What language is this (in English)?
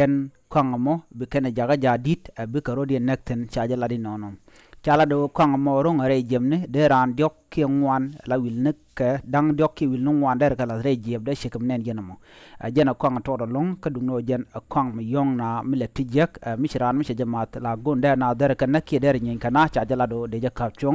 Nuer